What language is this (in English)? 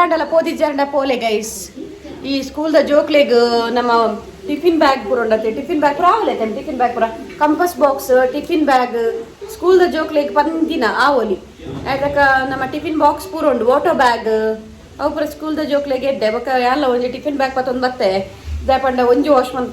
Tulu